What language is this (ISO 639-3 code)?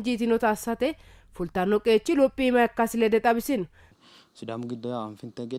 sid